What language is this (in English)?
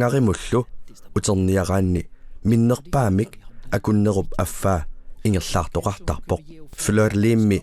Kalaallisut